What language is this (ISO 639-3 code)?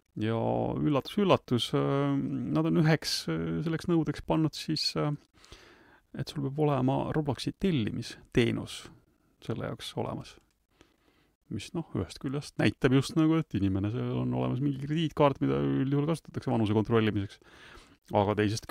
est